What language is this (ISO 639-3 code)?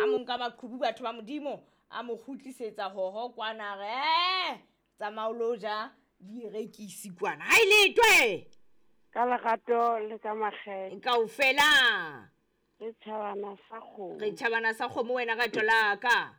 sot